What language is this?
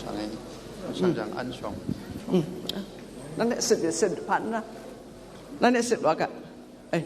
Kachin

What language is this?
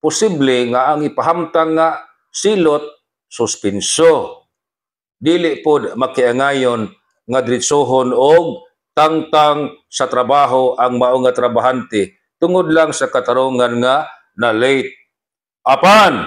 Cebuano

